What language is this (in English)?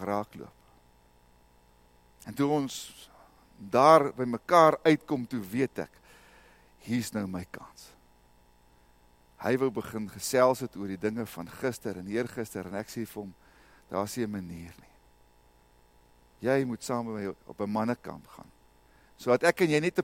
Afrikaans